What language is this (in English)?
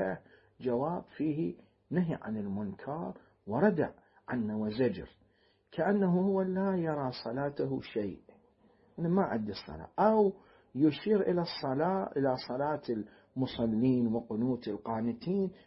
Mesopotamian Arabic